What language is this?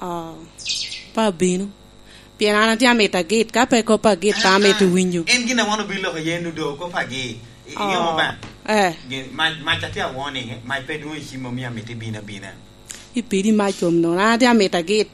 Lango (Uganda)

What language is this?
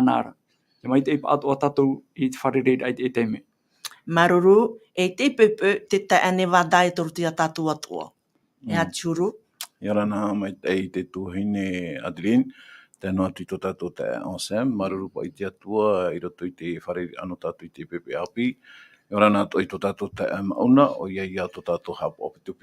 Tahitian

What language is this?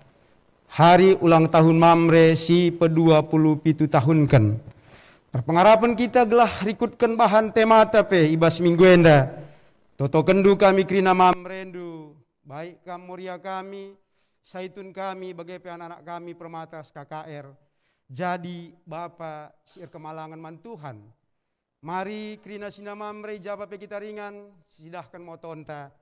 Batak Karo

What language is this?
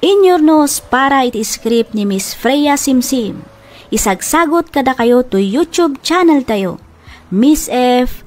Iloko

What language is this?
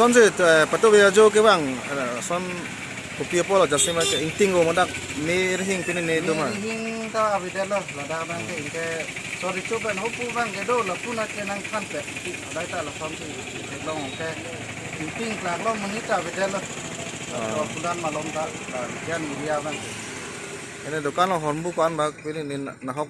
Karbi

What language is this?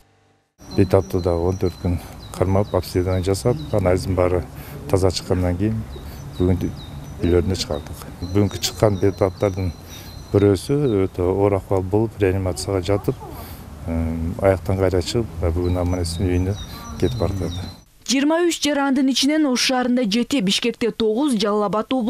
Kyrgyz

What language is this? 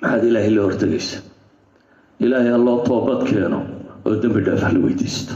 Somali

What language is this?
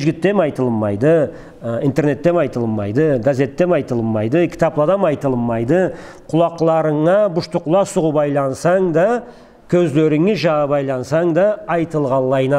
Karachay-Balkar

